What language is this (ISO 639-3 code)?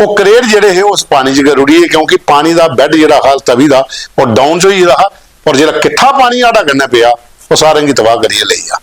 doi